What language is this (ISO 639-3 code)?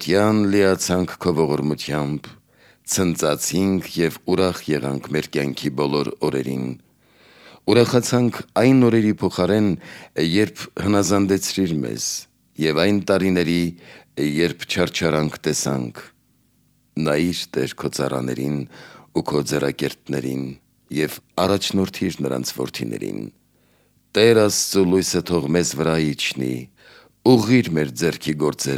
hye